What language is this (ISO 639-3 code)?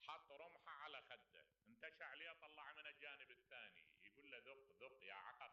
acm